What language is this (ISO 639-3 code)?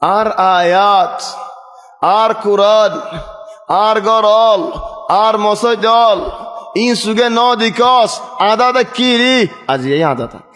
rhg